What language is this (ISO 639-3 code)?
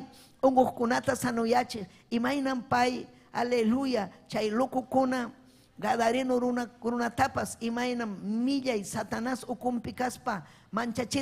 quy